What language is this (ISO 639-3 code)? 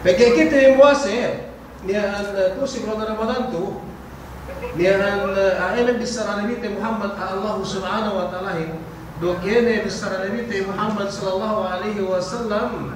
yka